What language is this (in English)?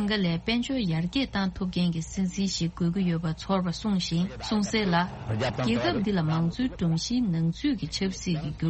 Tibetan